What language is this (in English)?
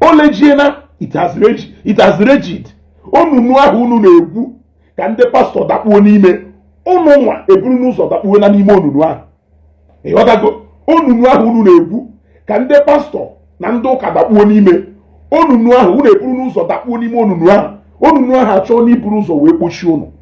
Igbo